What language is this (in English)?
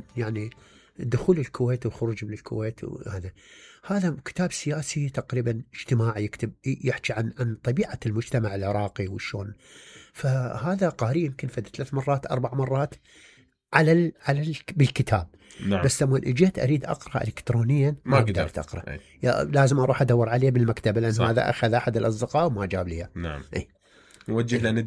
Mesopotamian Arabic